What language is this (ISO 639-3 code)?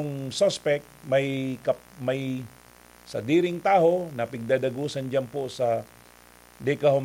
bik